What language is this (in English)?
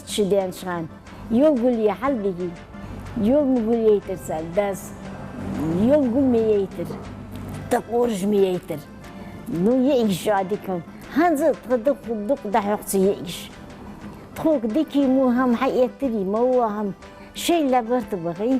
Ingush